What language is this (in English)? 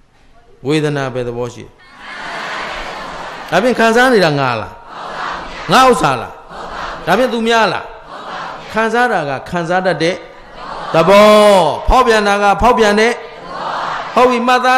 Burmese